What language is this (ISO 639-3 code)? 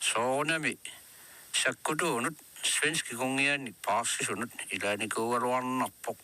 kal